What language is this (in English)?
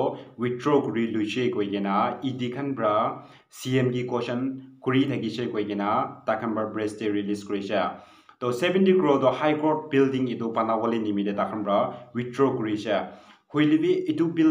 Naga Pidgin